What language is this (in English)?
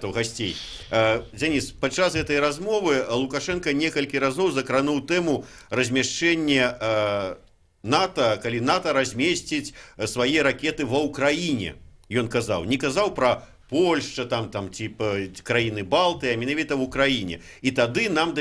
Belarusian